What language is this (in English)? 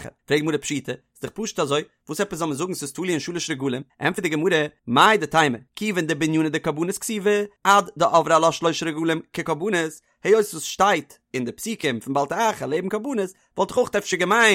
Yiddish